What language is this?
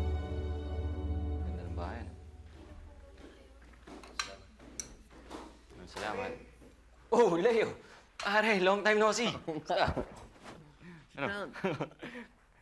Filipino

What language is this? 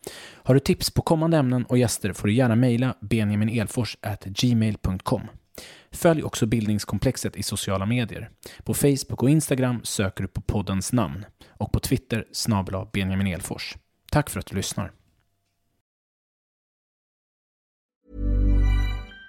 Swedish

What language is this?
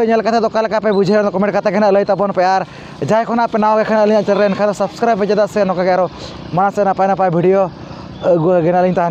Santali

